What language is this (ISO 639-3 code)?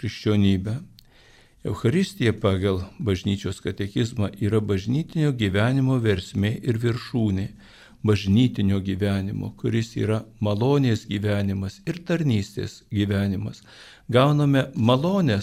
lit